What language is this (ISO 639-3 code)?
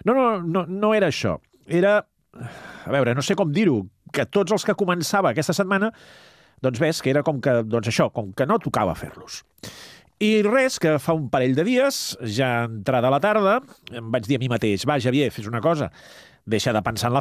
cat